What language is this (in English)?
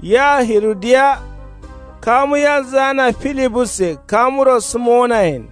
Kanuri